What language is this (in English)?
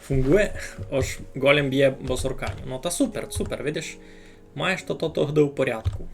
Rusyn